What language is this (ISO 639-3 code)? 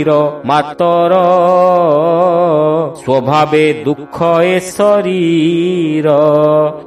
ori